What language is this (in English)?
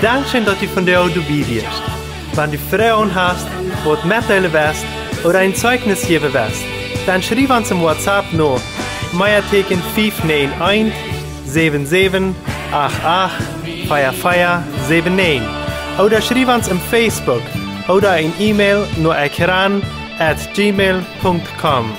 Plautdietsch